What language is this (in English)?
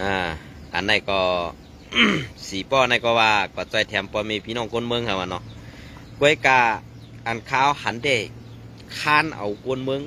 Shan